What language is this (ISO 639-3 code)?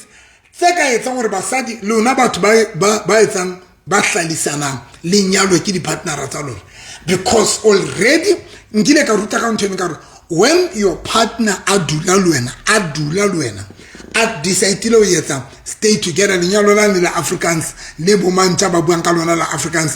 sot